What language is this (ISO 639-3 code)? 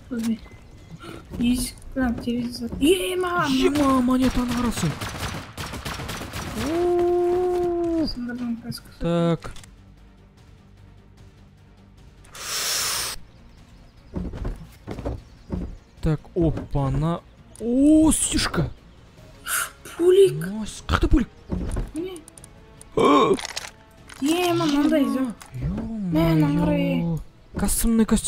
kaz